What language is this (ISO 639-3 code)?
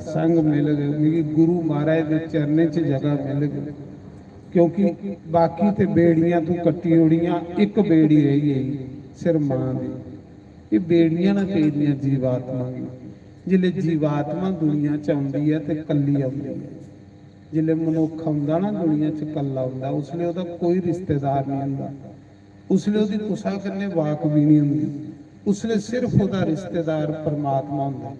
doi